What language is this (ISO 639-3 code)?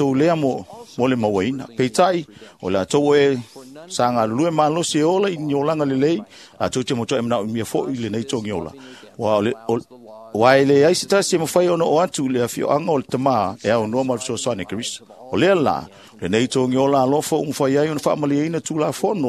smo